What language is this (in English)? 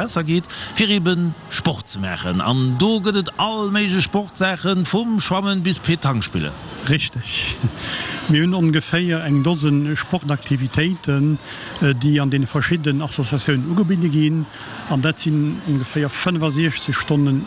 Luxembourgish